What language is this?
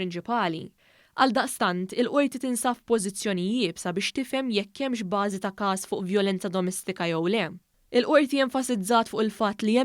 Maltese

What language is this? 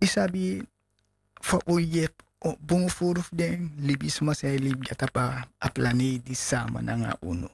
Sranan Tongo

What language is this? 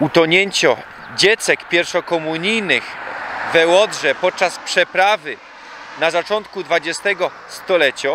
Silesian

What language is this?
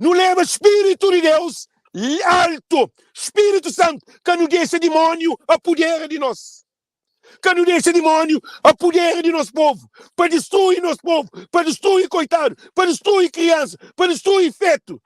Kabuverdianu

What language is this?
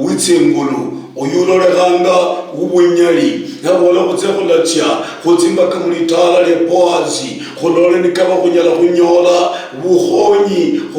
Luyia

